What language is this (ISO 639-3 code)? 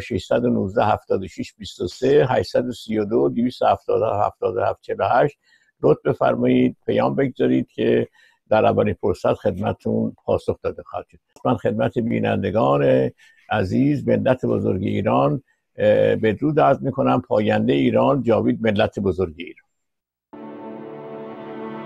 fas